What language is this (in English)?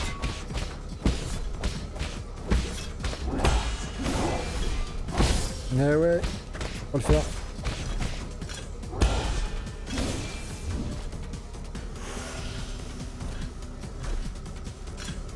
French